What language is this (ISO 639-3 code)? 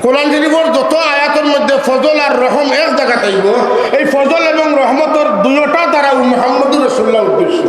syl